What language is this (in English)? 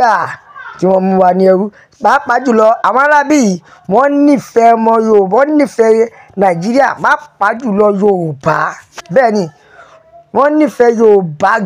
Yoruba